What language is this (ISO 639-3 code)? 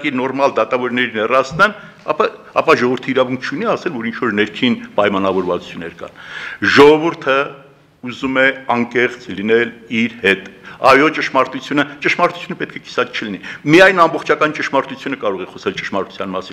hye